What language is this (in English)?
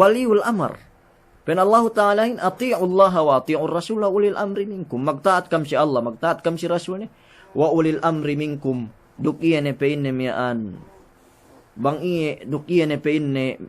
Yakan